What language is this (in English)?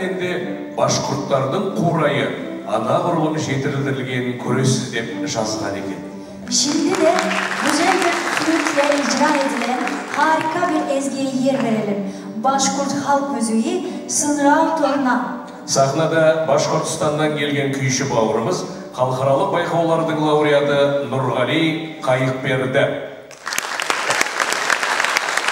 Kazakh